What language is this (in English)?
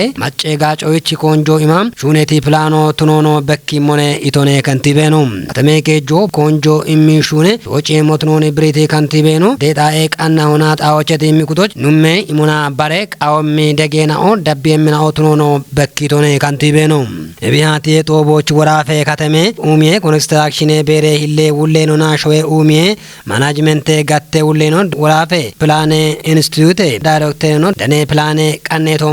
Kafa